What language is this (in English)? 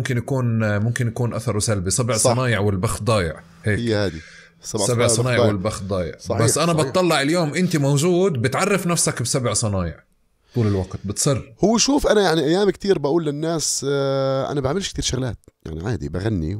North Levantine Arabic